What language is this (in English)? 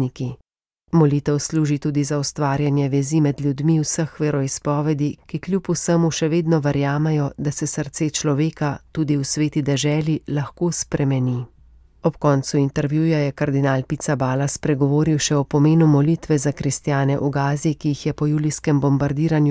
Slovenian